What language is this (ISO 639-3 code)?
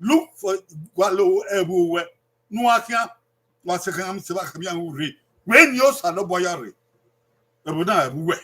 bin